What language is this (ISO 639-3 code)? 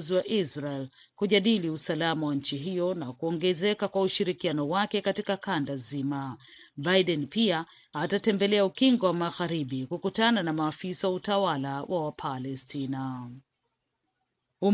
swa